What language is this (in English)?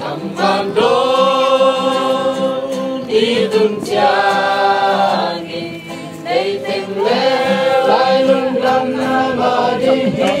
Tedim Chin